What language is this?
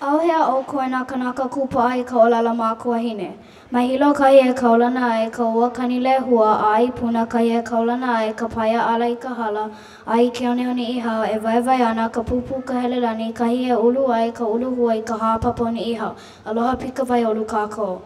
Hawaiian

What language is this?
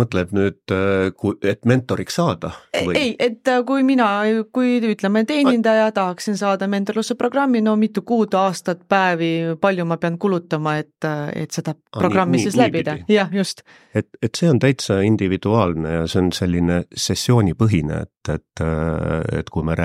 Estonian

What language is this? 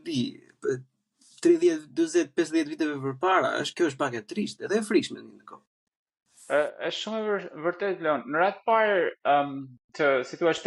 Albanian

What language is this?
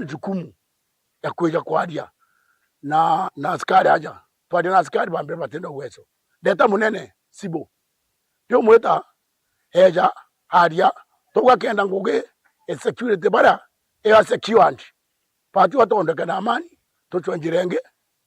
Meru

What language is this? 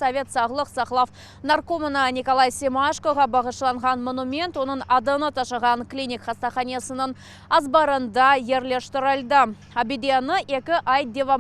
Crimean Tatar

